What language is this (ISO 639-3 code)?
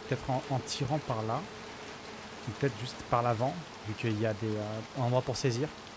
fra